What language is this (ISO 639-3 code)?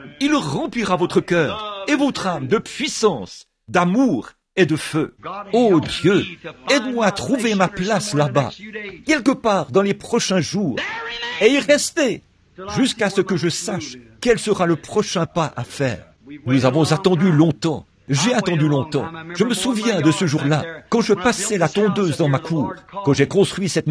fra